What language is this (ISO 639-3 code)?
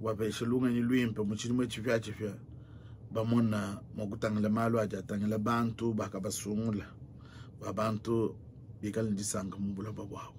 lua